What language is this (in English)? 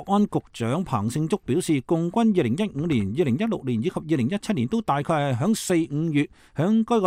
Cantonese